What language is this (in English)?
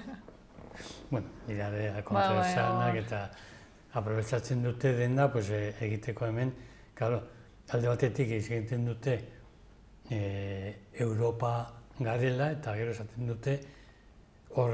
Basque